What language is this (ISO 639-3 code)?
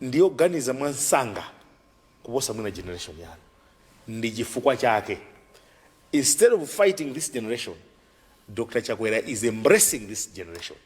nya